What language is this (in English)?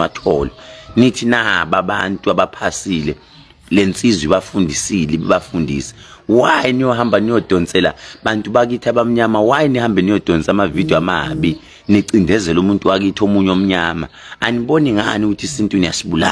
Zulu